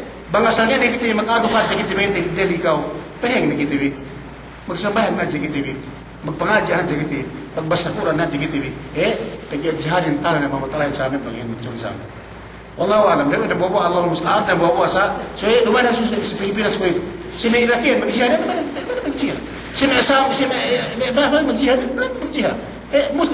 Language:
Yakan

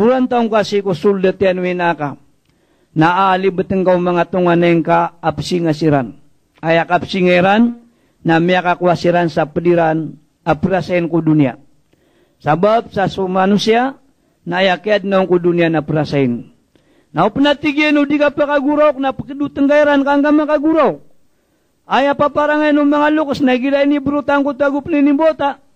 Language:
Maranao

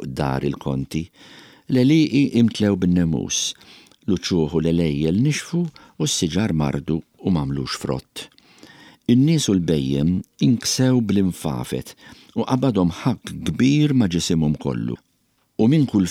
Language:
Maltese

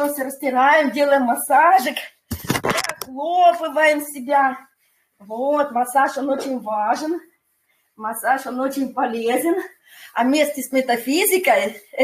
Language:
Russian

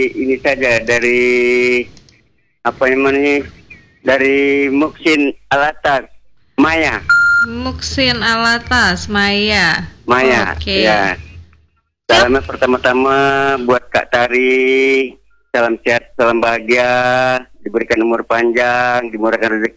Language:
Indonesian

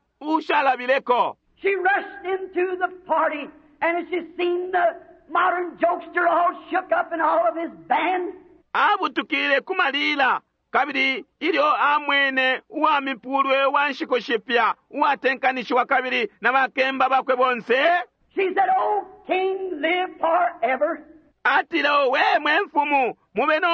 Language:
Bemba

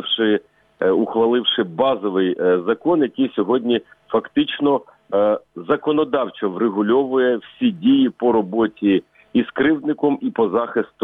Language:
Ukrainian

